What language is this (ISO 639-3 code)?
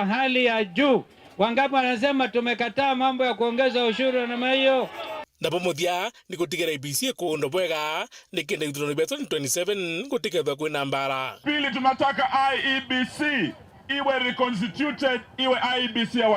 mer